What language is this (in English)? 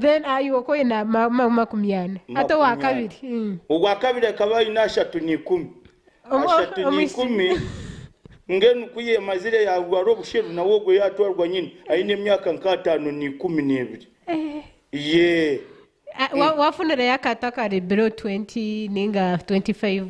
Nyankole